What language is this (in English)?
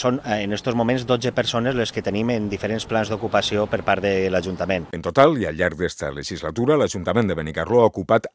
Catalan